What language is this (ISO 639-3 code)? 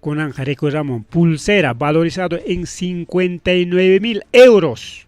quy